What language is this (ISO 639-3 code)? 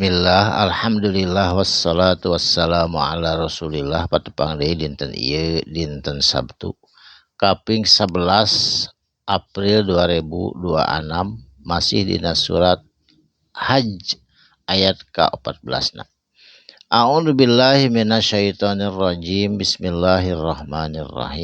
sun